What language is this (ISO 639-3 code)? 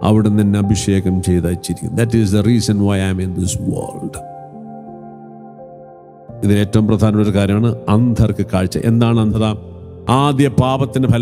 mal